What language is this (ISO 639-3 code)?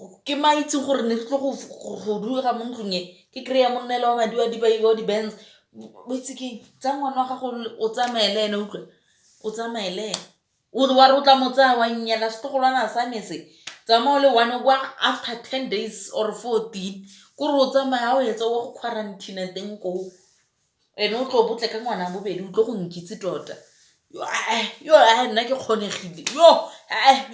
tsn